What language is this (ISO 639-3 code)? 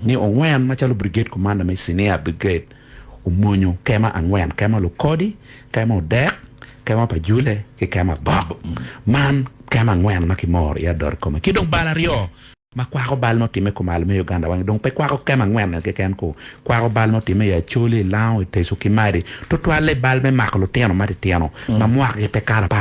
ach